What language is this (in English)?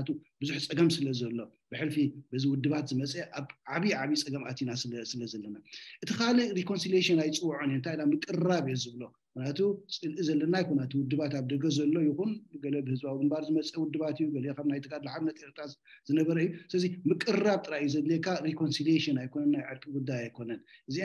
Tigrinya